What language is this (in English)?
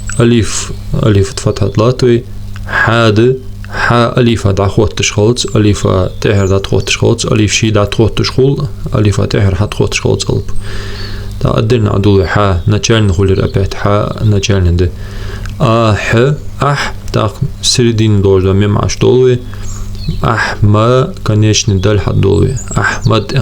Ingush